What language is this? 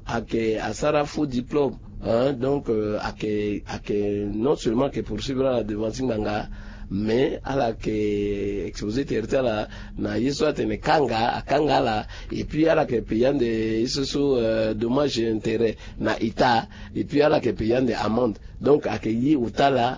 Sango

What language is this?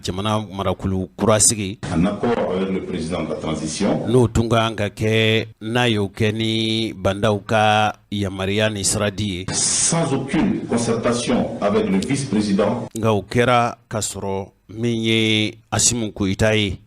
Bambara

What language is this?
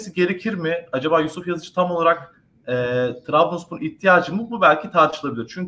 Turkish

